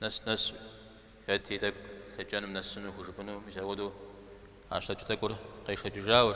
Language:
Kabardian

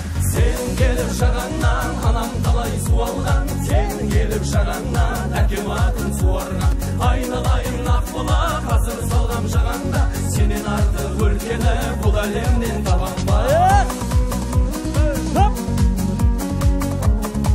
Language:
Kazakh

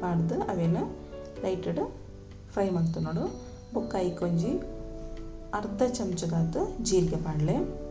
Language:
Tulu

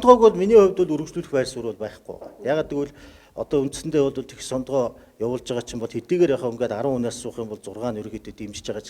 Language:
Mongolian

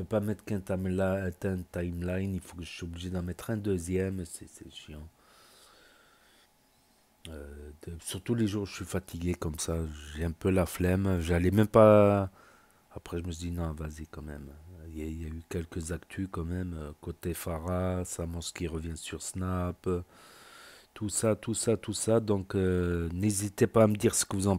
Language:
French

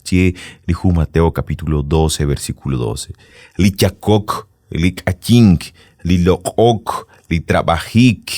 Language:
Kekchí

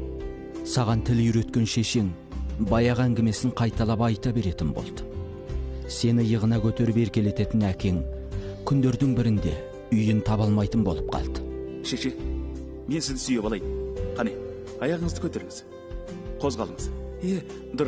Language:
Kazakh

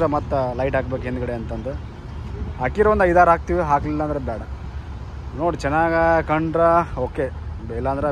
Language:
Kannada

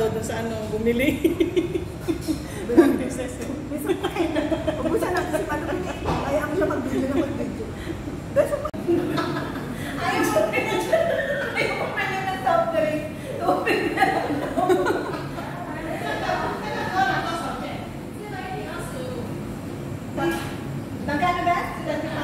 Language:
Filipino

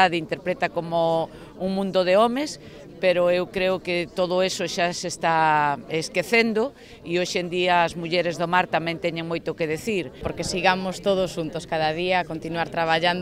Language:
Galician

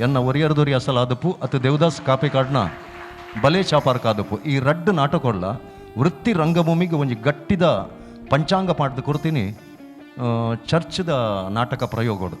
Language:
Tulu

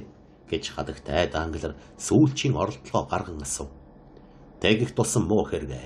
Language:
Mongolian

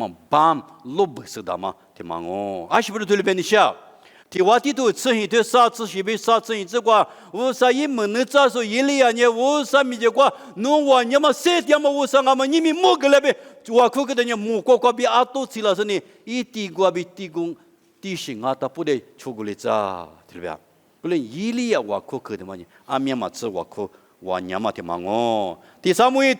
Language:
Lisu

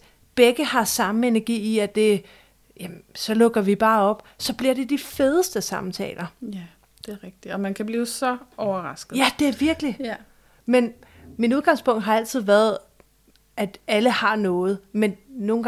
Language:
Danish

